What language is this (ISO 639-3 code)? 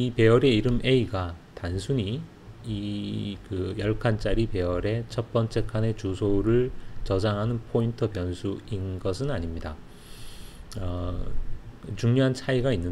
kor